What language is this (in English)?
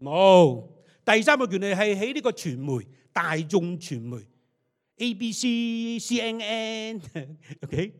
Cantonese